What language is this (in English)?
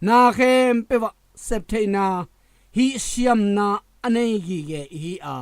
Tedim Chin